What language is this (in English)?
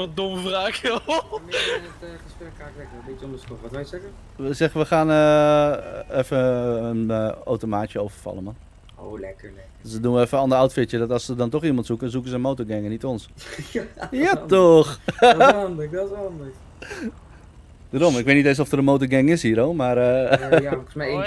Dutch